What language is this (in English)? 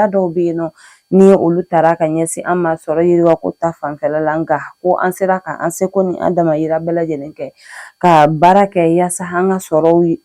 Bambara